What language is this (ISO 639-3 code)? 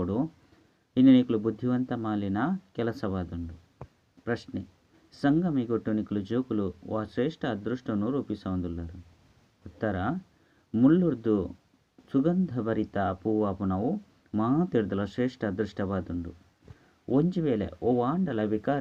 tcy